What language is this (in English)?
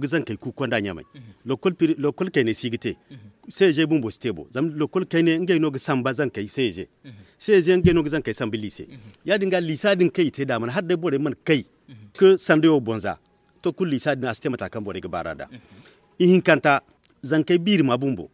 Zarma